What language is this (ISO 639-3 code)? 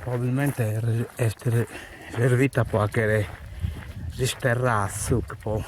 srd